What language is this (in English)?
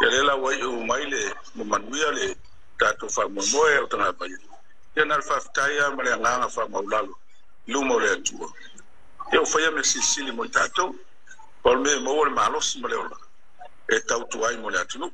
Samoan